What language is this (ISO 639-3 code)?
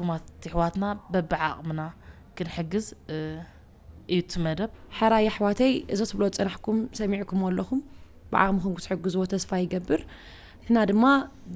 tir